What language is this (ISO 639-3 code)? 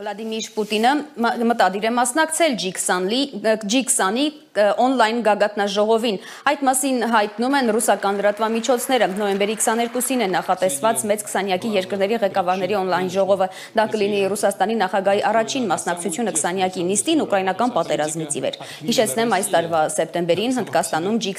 hye